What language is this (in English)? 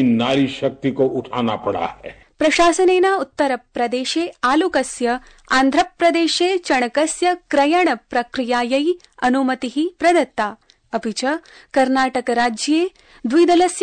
Sanskrit